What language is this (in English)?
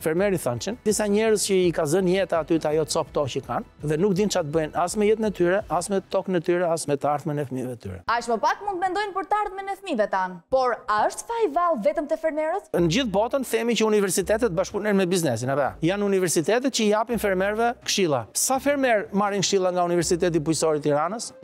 Albanian